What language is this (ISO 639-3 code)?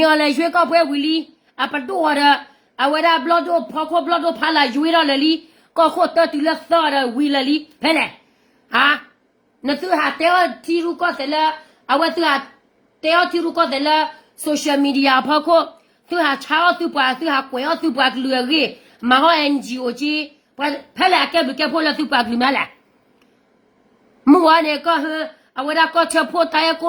ksw